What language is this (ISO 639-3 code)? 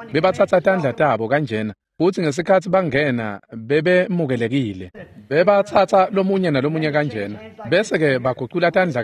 ssw